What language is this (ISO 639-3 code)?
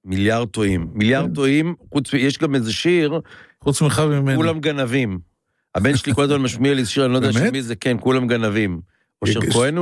heb